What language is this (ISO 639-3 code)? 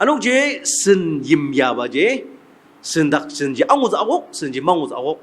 njo